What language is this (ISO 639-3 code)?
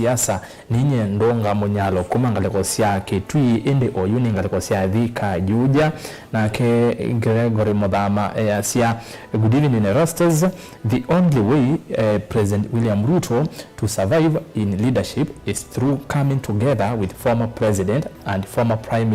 kam